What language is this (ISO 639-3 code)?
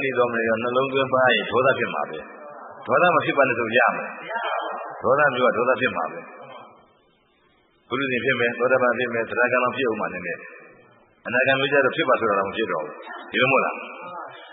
mya